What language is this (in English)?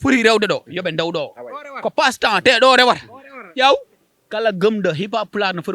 Fula